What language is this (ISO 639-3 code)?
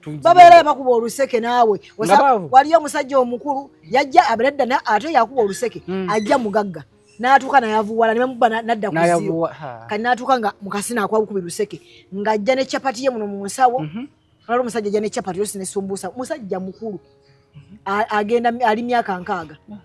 lug